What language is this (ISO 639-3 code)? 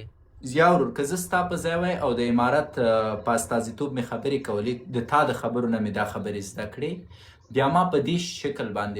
pus